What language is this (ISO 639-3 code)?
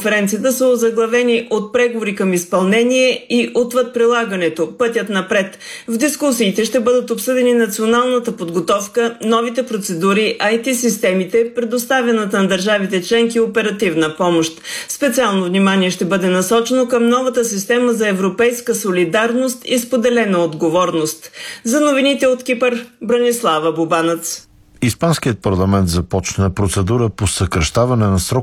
bul